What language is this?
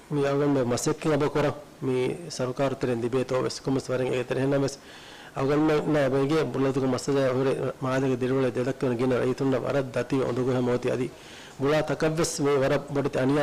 Divehi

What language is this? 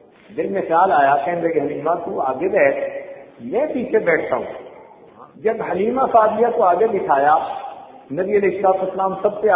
Urdu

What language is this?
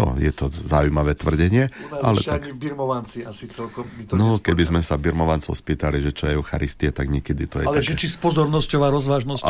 Slovak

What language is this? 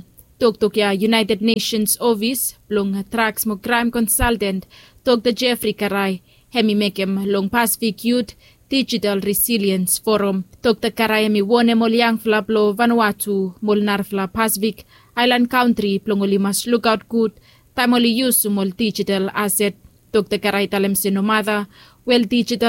Bislama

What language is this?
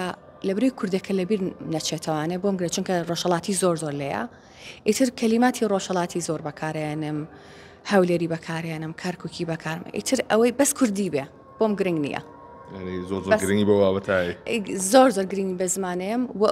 Central Kurdish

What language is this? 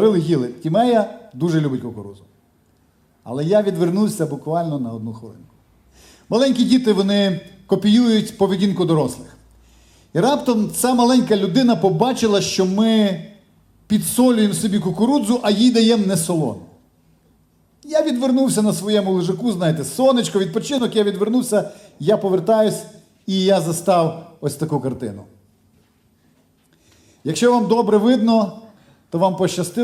Ukrainian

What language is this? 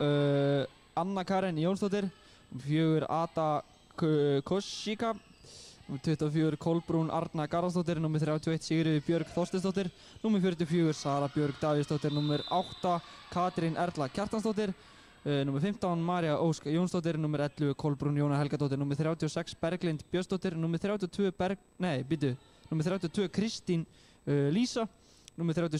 Icelandic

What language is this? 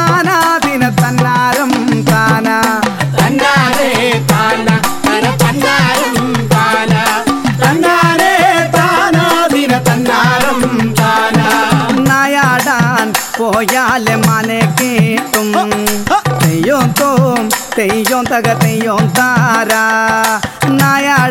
Malayalam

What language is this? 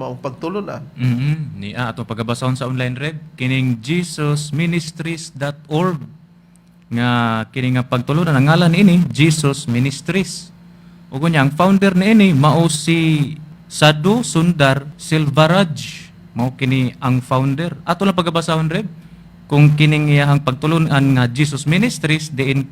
Cebuano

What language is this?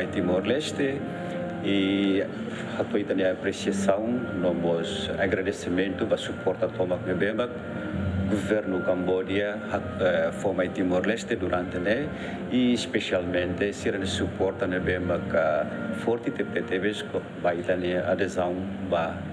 Tetum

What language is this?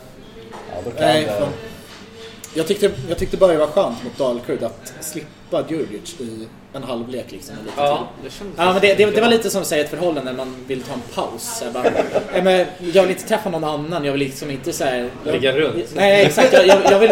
Swedish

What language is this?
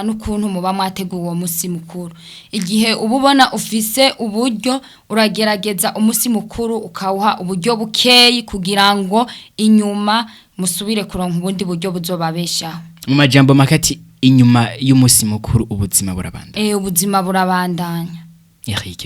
Rundi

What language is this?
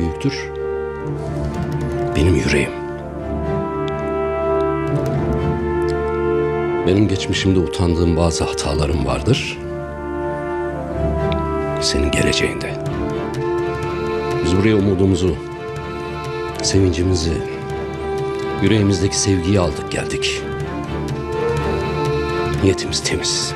Turkish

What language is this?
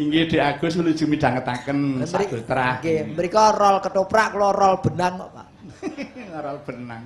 Javanese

